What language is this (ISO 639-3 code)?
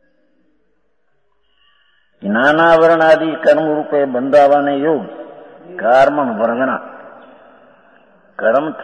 guj